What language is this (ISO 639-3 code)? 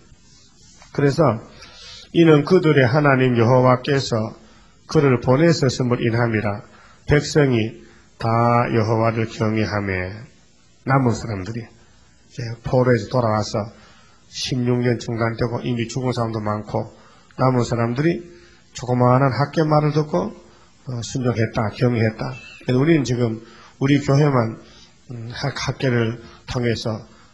kor